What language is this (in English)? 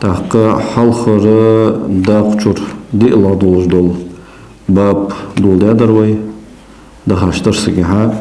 Ingush